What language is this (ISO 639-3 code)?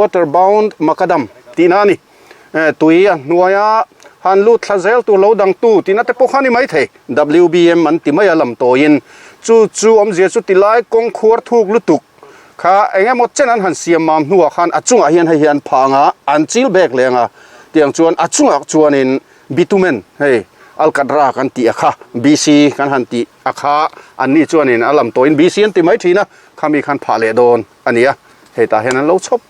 lus